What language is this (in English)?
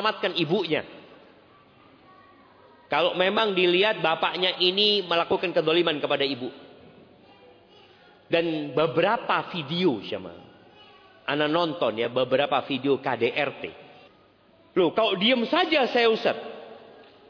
Indonesian